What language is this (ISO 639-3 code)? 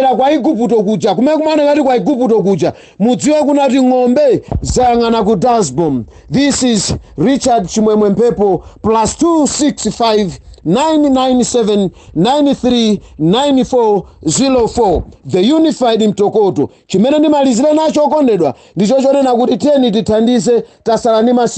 nya